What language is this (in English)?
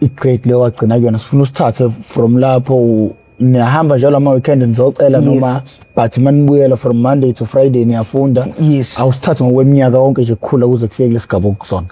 Zulu